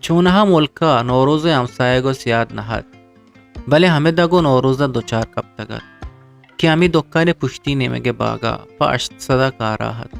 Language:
Eastern Balochi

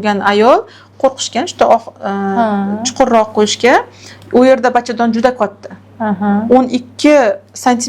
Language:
Uzbek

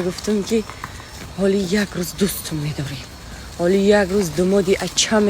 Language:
Tajik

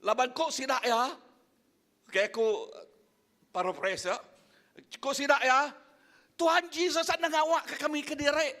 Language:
Iban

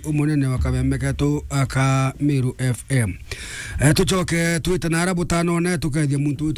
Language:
Meru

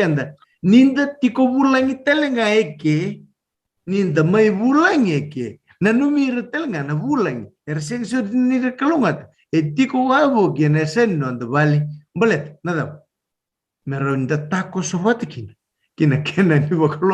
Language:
Fijian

